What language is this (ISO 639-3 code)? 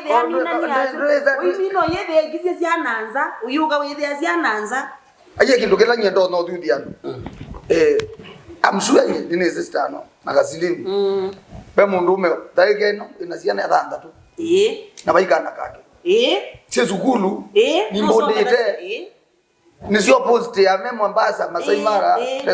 kam